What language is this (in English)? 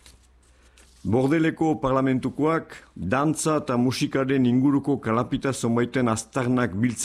Basque